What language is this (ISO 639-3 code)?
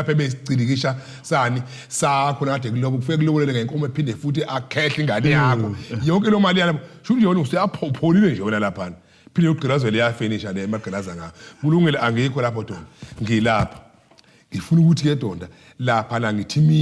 zul